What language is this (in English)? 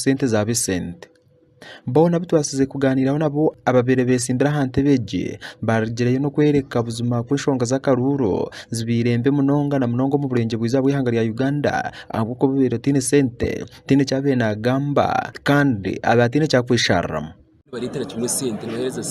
Nyankole